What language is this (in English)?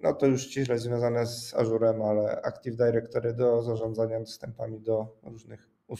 Polish